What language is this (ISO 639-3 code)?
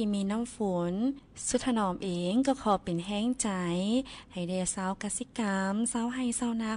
lao